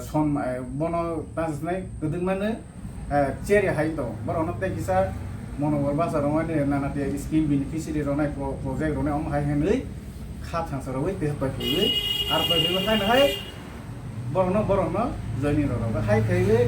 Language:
Kok Borok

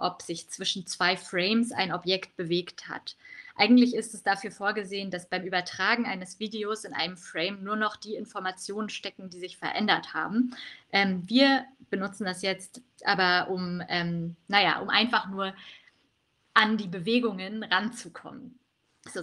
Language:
German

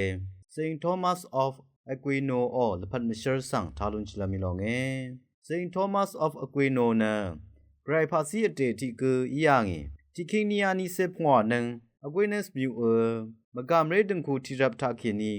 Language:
Rawang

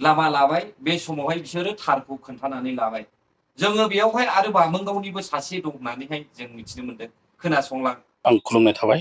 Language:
Bodo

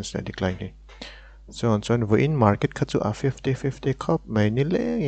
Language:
Mizo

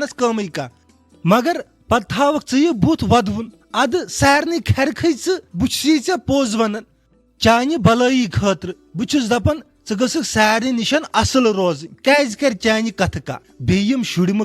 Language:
Kashmiri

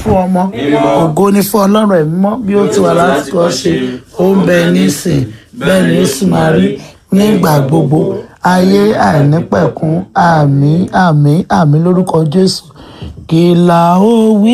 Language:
Yoruba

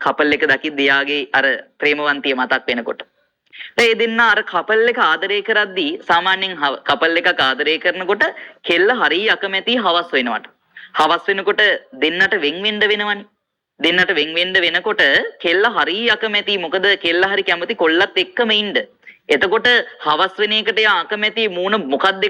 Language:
Sinhala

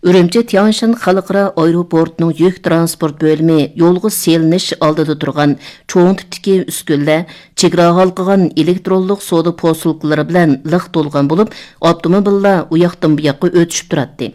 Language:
Uyghur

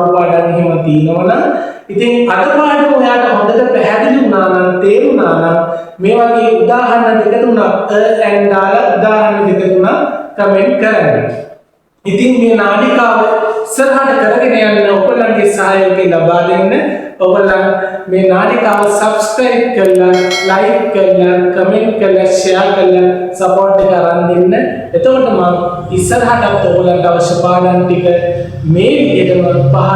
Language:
Sinhala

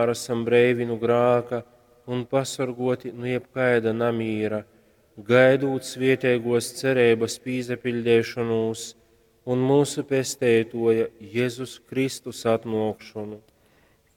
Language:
Latgalian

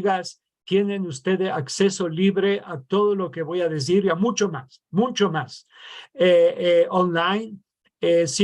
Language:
Ladino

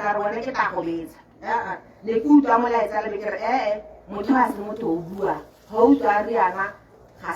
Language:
Tswana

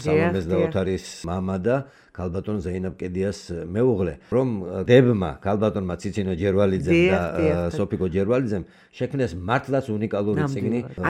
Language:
Georgian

